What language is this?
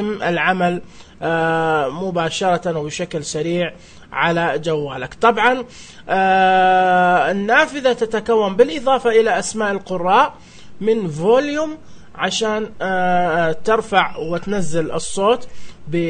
Najdi Arabic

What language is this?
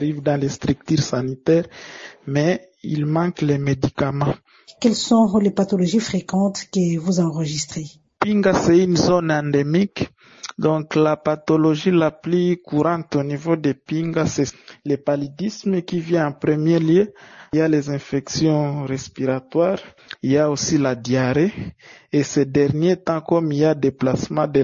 French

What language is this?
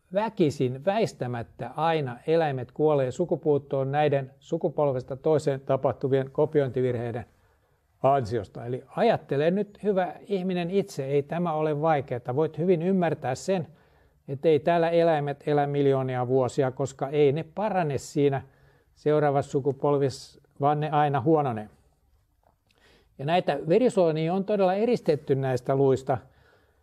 Finnish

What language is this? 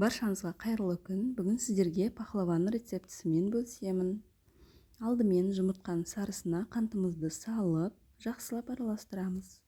Kazakh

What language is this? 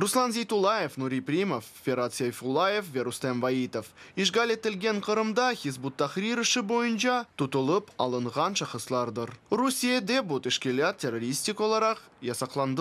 Crimean Tatar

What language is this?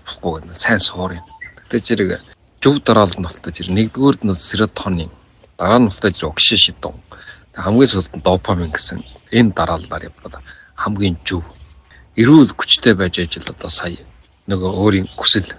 Mongolian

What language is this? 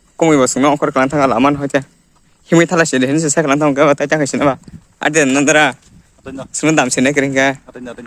Kok Borok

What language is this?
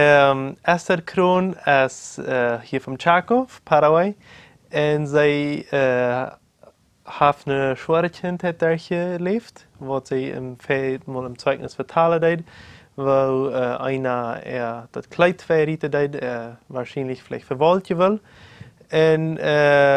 Plautdietsch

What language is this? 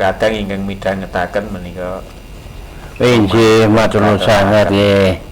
Javanese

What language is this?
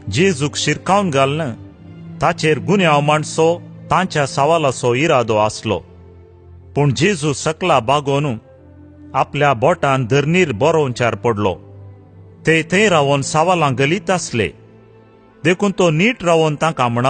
Konkani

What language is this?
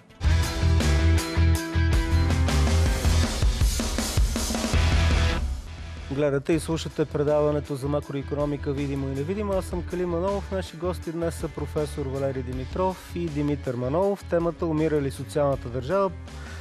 Bulgarian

